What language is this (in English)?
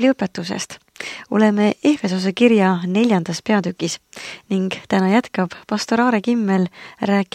Estonian